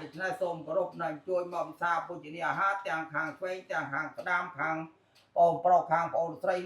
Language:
Khmer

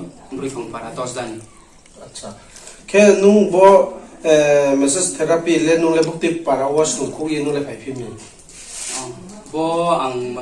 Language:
Riang (India)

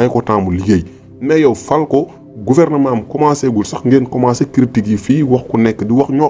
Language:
Wolof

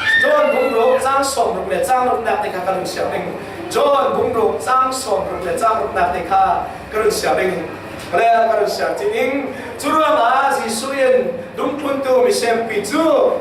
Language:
Falam Chin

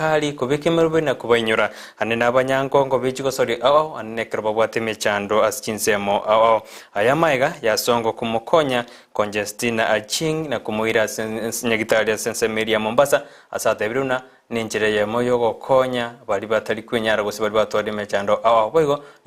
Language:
Gusii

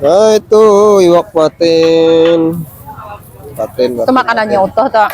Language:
Banjar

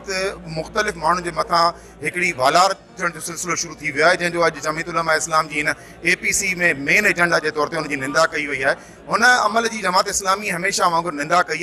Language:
Sindhi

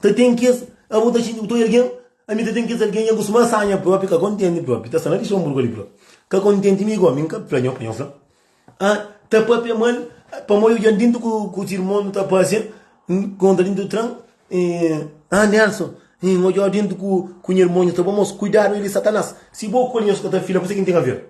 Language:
Kabuverdianu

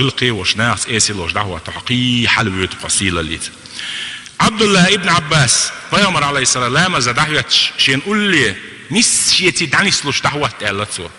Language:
Chechen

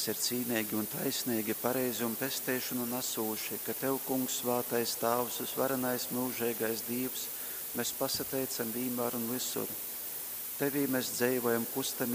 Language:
Latgalian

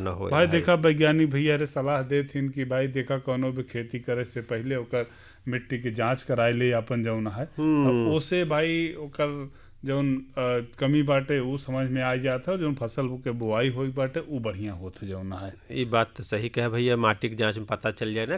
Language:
Bhojpuri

